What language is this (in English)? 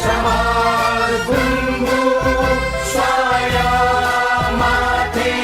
Newari